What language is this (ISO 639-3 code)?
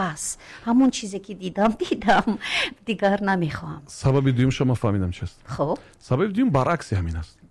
tgk